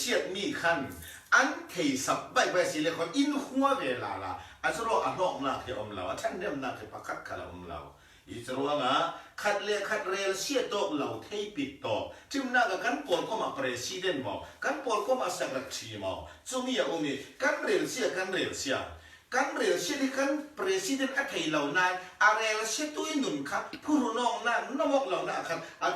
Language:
Falam Chin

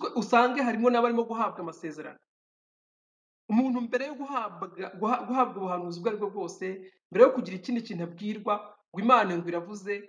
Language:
Kinyarwanda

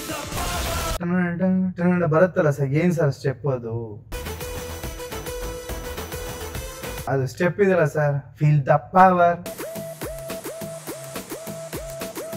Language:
Kannada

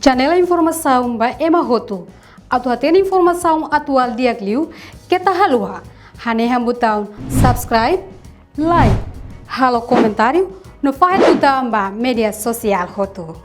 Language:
Tetum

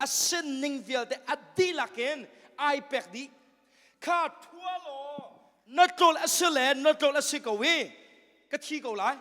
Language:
Hakha Chin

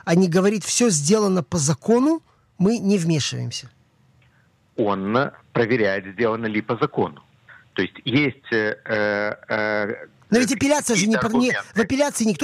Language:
Russian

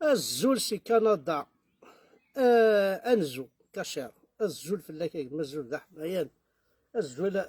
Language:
Kabyle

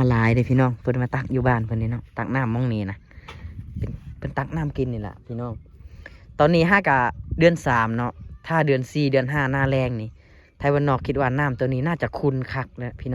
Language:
Lao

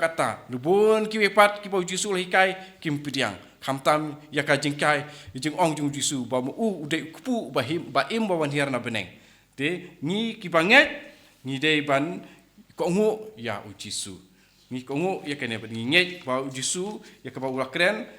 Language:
Khasi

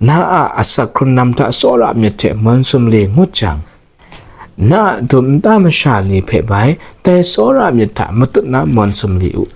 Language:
Kachin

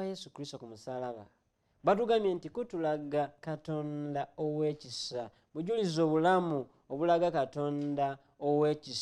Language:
Ganda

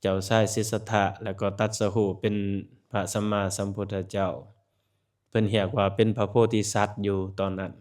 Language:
Lao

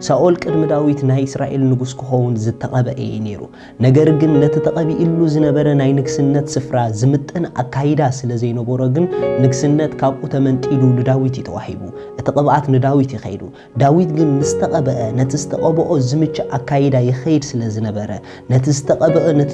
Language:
Tigrinya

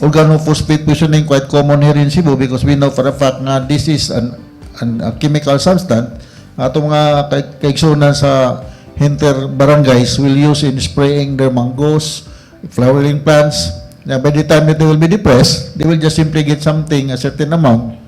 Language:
Cebuano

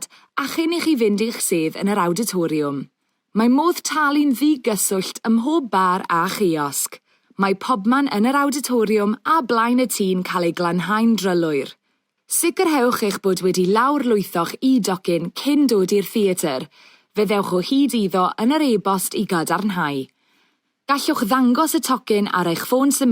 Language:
Welsh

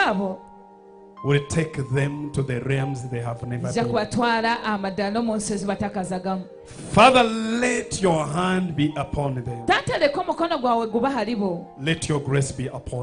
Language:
Nyankole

